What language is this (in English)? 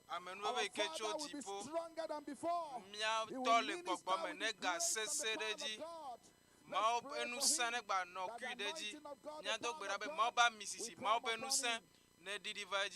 Ewe